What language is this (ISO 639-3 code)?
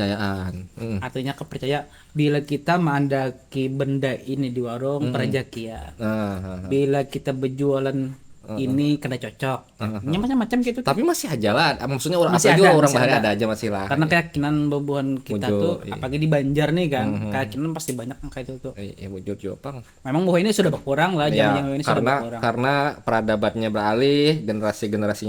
bjn